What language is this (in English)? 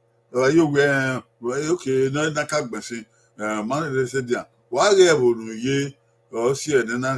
Bini